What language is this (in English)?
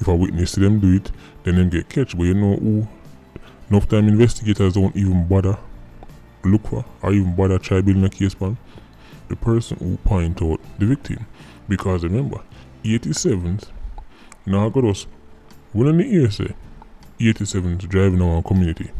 Jamaican Creole English